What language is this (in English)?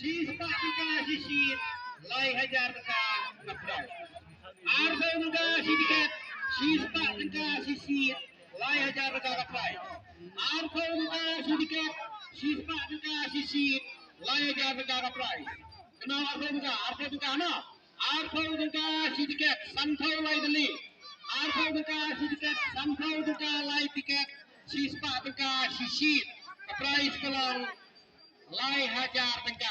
Khasi